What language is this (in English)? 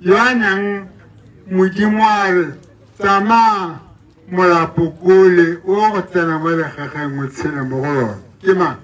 Tswana